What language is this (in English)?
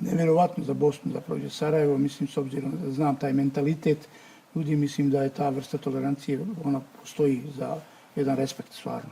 Bosnian